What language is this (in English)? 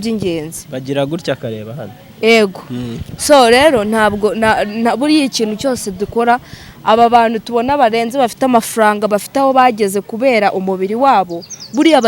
Kinyarwanda